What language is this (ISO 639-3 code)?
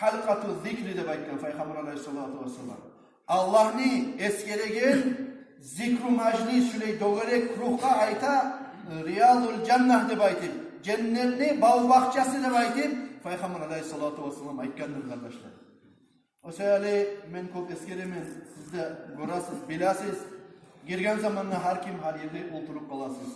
kum